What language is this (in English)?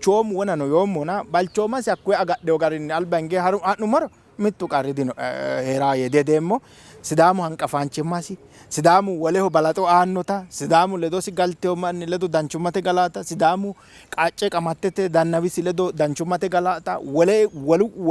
Sidamo